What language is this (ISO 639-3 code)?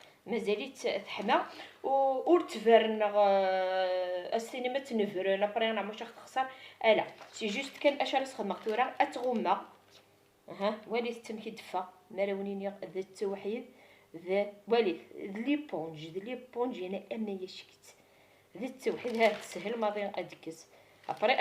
kab